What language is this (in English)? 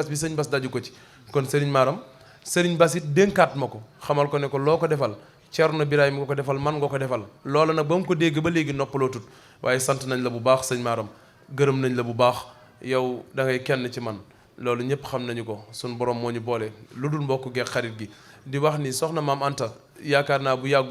Wolof